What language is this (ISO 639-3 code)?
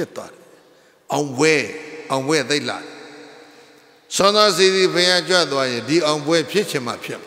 mya